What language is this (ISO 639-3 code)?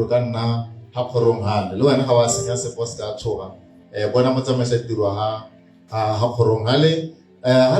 tsn